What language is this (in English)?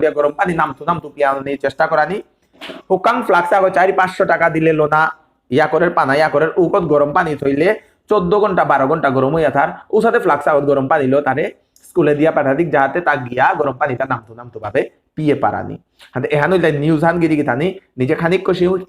Bishnupriya